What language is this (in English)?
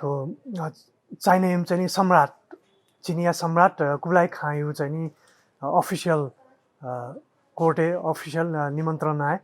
Newari